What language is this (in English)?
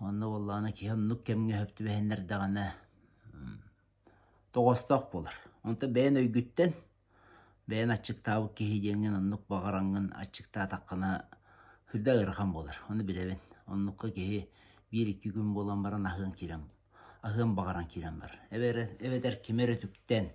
Yakut